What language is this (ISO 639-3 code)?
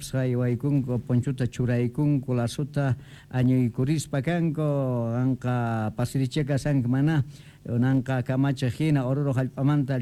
quh